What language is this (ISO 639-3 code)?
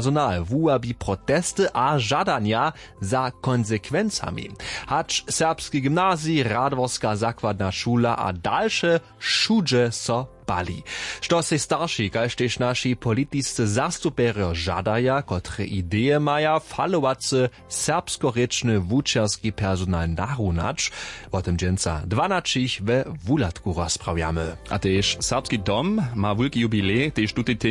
hsb